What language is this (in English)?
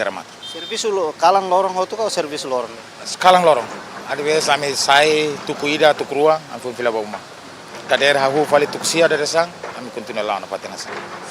Tetum